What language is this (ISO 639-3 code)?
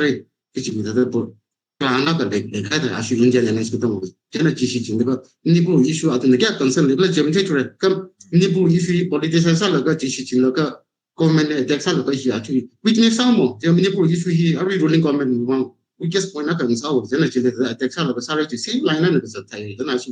nmf